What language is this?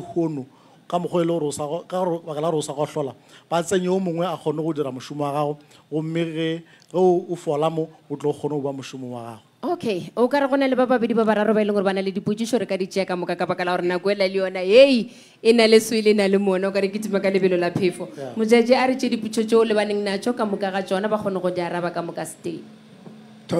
Northern Sotho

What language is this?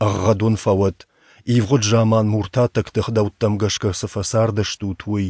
Ossetic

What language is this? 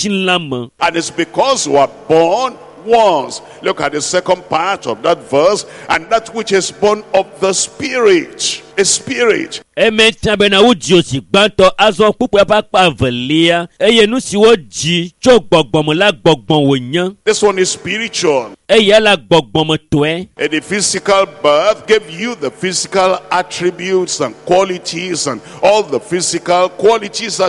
Ewe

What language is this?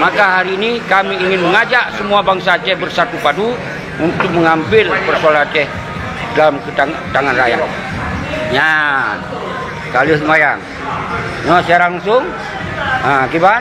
Achinese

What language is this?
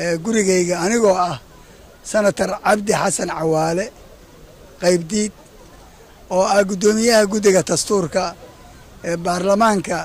Somali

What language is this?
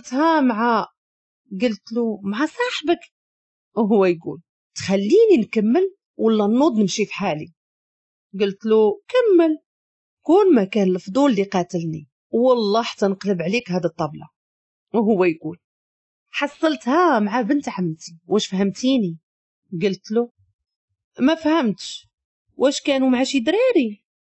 Moroccan Arabic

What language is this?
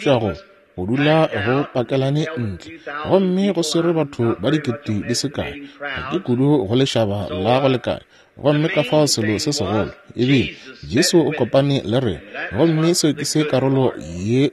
Northern Sotho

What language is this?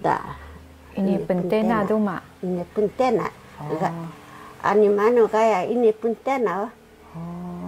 Taroko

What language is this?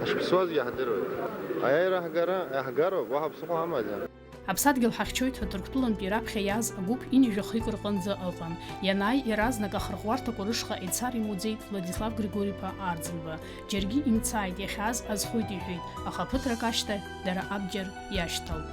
Abkhazian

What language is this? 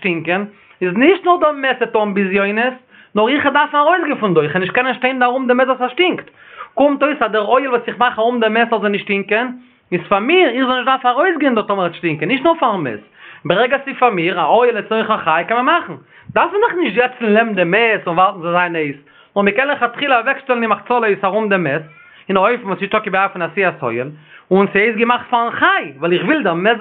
Yiddish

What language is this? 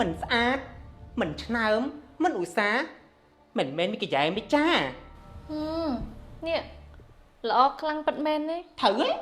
Khmer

